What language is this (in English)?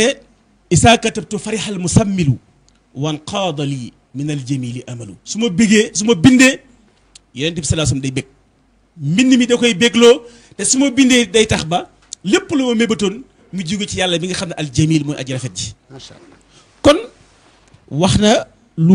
Wolof